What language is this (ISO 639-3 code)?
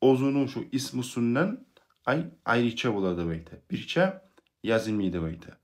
kum